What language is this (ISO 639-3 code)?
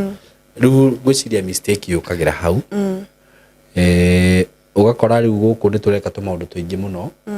kik